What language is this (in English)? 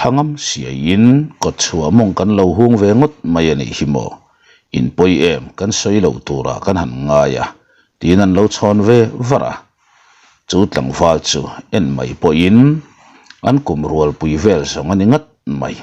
Mizo